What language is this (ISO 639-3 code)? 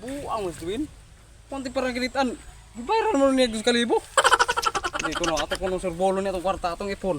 ceb